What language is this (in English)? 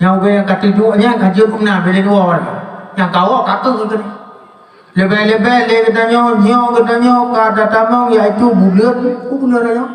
Achinese